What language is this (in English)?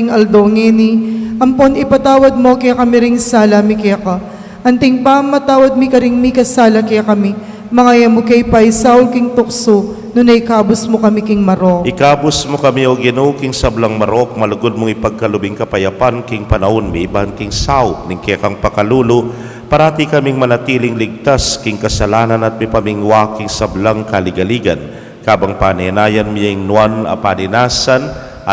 Pampanga